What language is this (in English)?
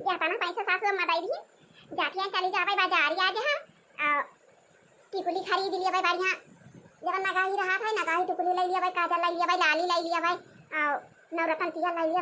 Awadhi